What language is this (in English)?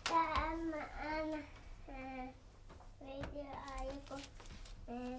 Kalaallisut